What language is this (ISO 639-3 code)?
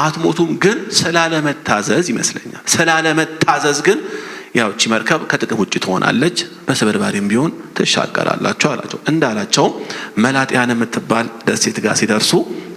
amh